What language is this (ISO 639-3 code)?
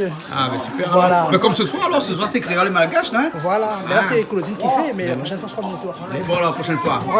rcf